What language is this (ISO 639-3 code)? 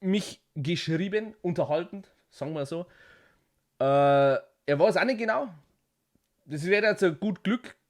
bar